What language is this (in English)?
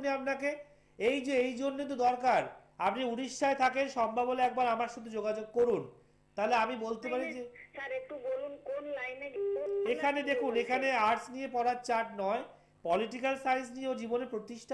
Bangla